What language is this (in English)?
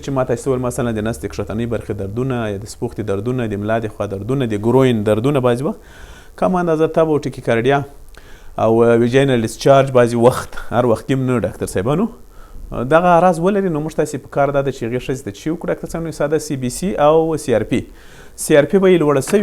Pashto